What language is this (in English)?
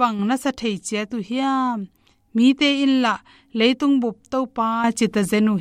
Tedim Chin